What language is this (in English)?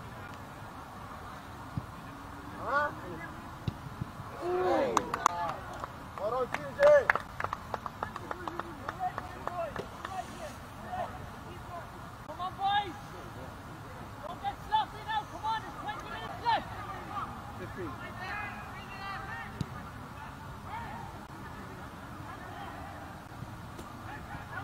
English